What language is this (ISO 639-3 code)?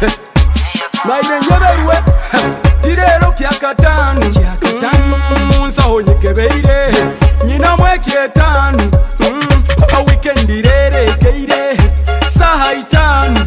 nyo